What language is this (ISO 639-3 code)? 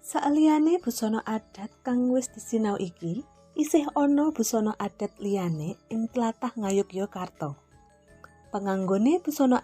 jav